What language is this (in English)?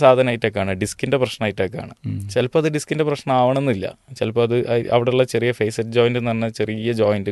Malayalam